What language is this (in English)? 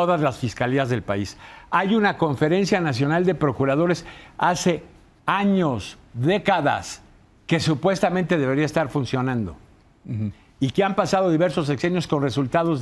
Spanish